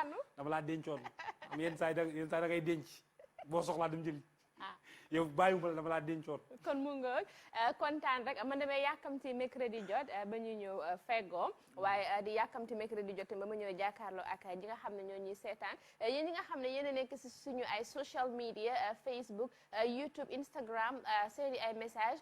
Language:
Wolof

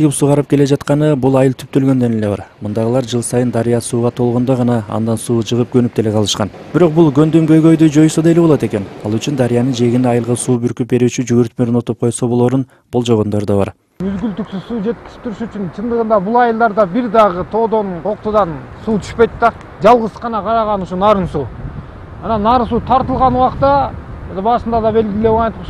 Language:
Kyrgyz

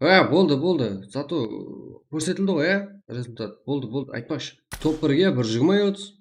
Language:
Kara-Kalpak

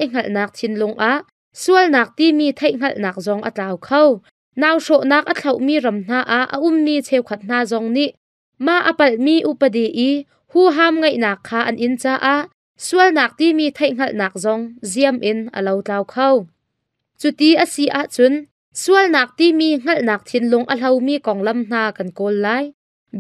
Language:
Hakha Chin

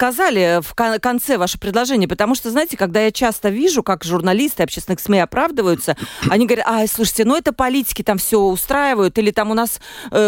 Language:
Russian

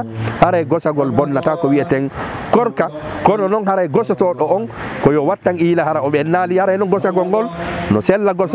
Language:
Fula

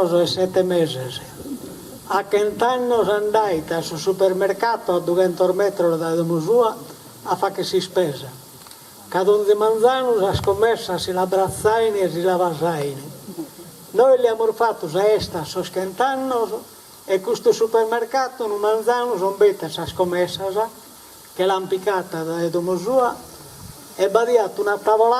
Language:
Sardinian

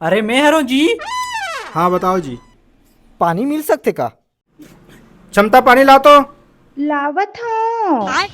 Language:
Chhattisgarhi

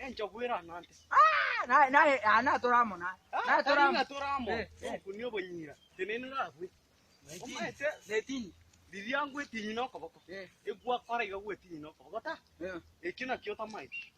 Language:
Gusii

